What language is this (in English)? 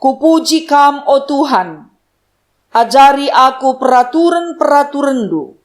Batak Karo